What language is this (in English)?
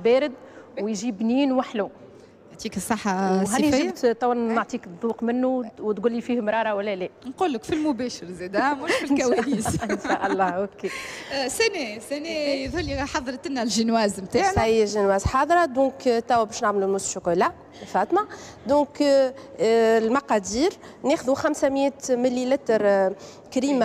Tunisian Arabic